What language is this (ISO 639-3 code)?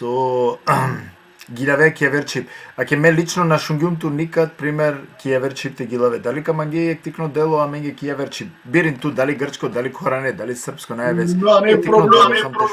rmn